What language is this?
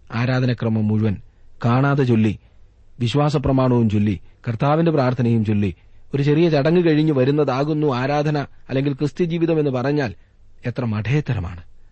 Malayalam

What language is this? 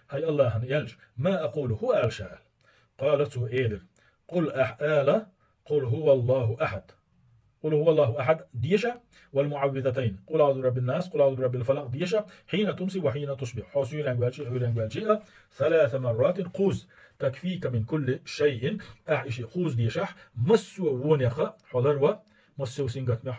Chechen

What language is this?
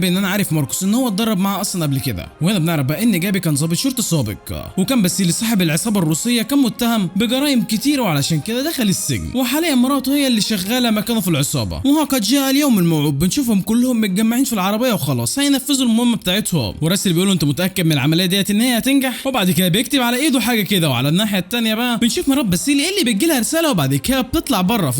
Egyptian Arabic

